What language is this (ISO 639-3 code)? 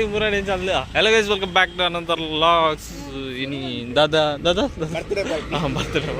tcy